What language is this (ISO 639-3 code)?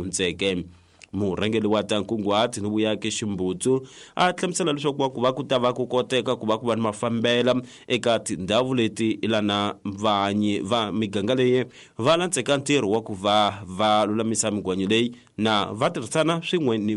tso